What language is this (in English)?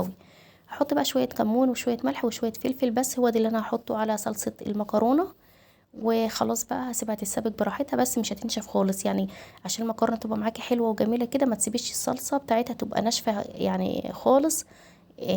Egyptian Arabic